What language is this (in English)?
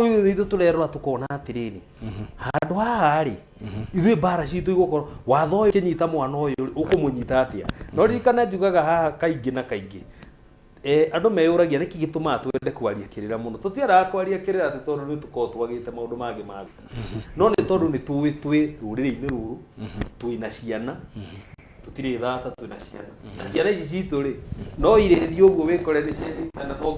Kikuyu